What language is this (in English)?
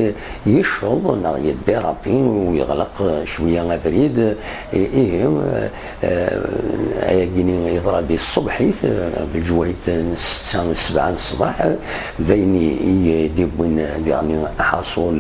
Kabyle